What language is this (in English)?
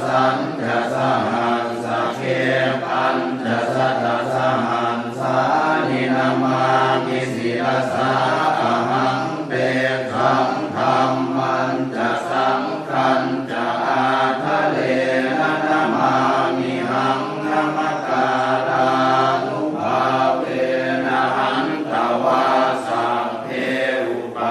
Pali